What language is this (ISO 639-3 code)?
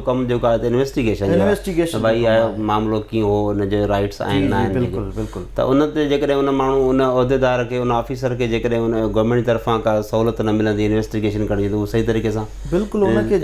snd